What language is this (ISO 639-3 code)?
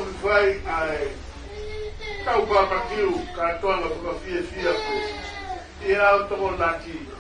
ton